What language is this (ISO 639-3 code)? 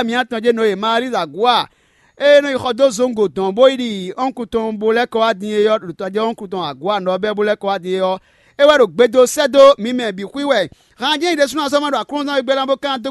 fon